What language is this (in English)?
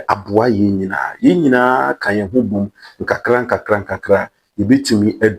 Akan